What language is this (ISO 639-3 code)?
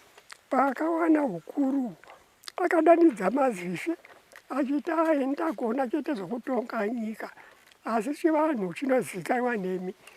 sna